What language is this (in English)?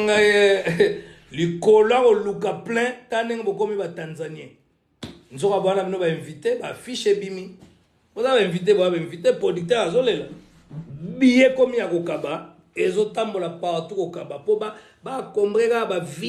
Lingala